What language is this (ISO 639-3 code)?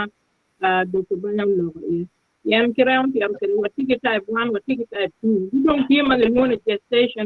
ach